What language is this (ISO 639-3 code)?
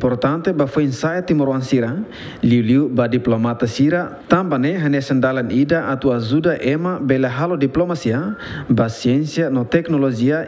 tet